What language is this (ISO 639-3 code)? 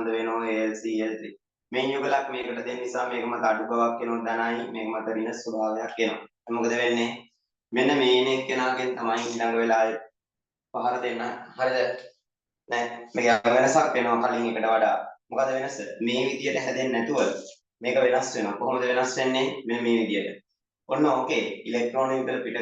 sin